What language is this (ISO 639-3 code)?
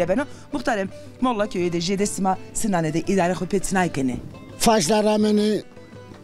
zza